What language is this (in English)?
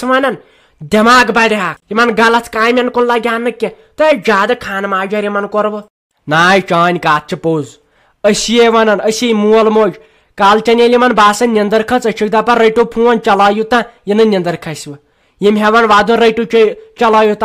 Kashmiri